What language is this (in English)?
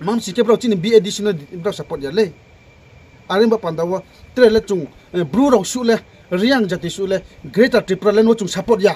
Riang (India)